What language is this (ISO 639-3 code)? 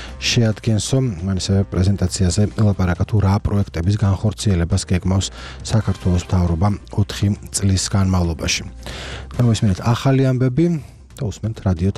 kat